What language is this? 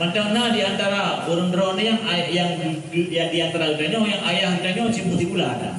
Achinese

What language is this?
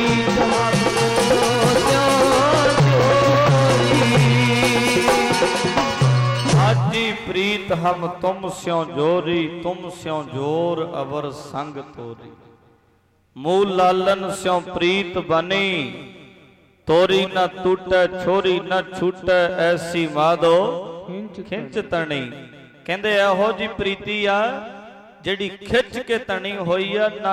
Punjabi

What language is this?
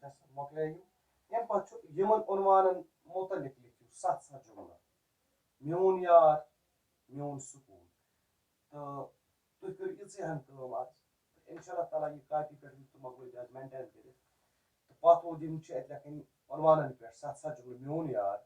Kashmiri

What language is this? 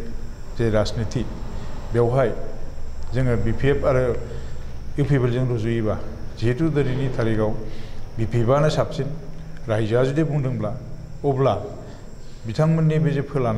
Bodo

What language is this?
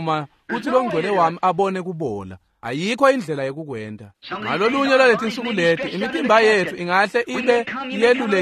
Swati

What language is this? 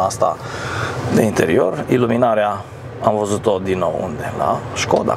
Romanian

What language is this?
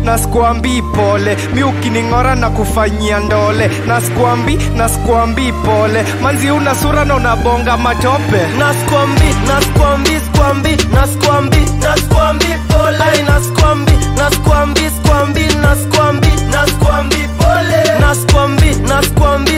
Swahili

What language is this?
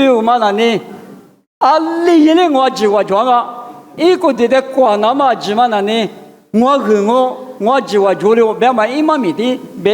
Lisu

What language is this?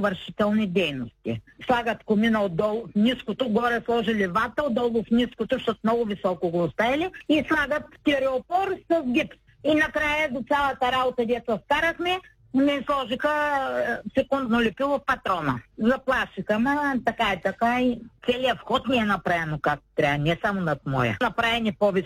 Bulgarian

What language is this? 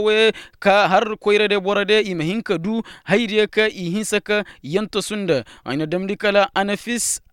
Koyraboro Senni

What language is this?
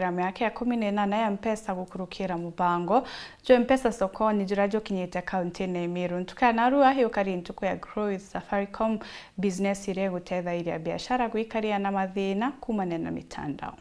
Meru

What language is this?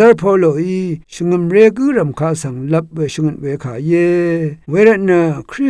Rawang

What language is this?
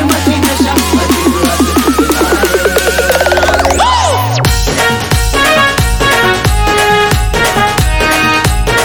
Marathi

